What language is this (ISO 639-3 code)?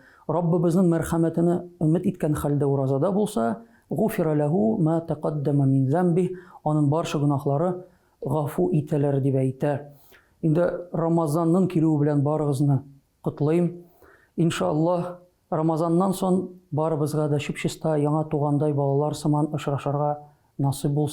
tat